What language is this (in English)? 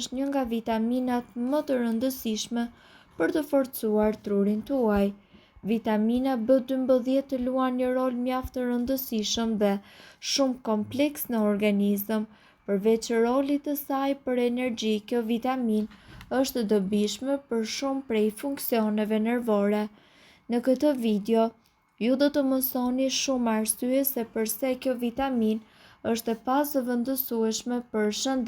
Albanian